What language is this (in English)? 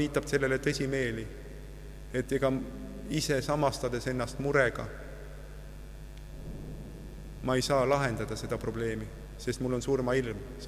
Estonian